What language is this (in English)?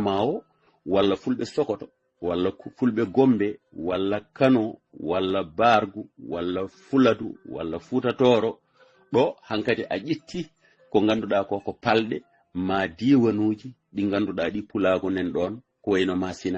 Fula